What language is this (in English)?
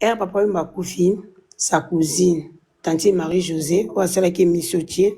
Lingala